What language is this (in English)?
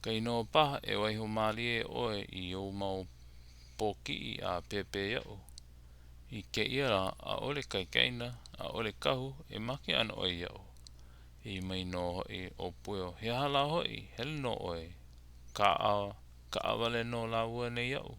Hawaiian